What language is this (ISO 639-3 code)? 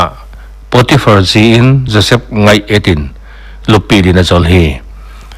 pck